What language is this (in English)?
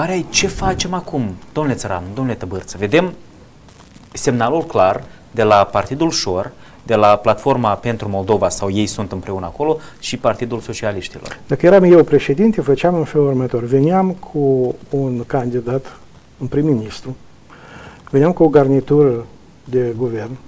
Romanian